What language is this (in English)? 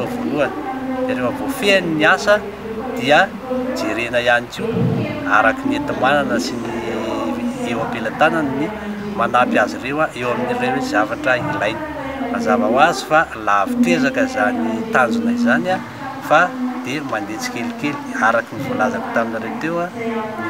Malagasy